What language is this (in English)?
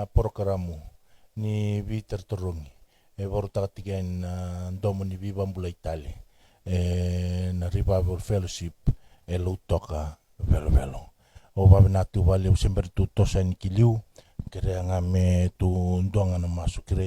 Fijian